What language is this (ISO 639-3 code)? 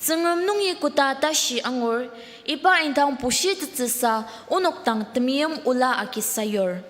njo